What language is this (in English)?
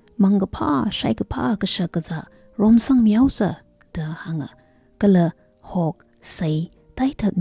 Tangkhul Naga (India)